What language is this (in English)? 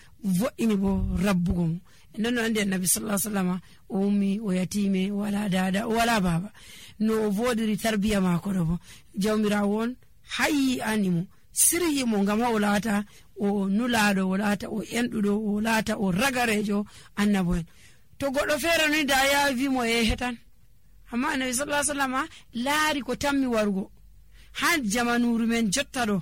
Nigerian Fulfulde